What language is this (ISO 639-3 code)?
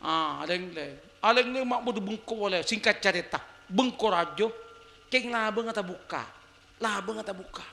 mad